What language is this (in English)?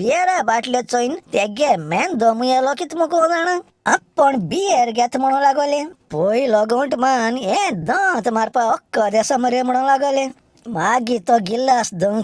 Konkani